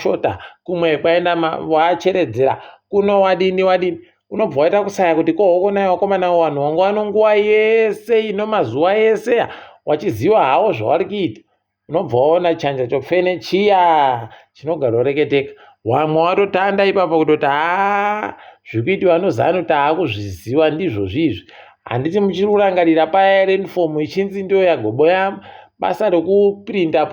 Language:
Ndau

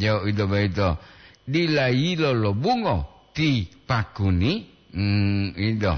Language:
Gorontalo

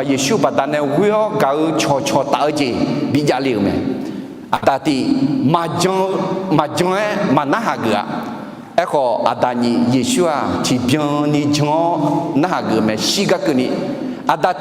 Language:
Akha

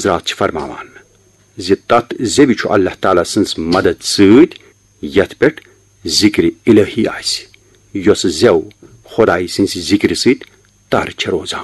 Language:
Kashmiri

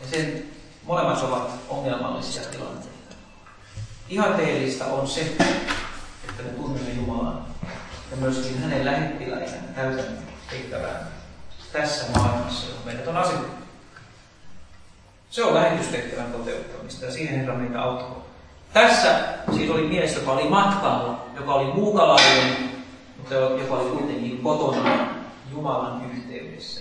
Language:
Finnish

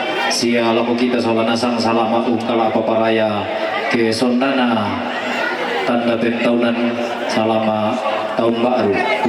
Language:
Toraja-Sa'dan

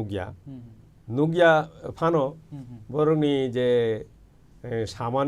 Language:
Kok Borok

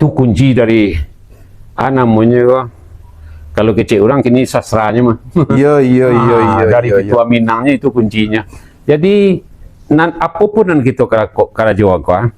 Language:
Minangkabau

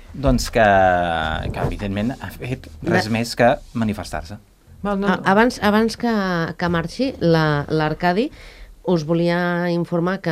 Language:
Catalan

